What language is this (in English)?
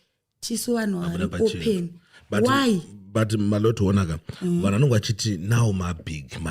Shona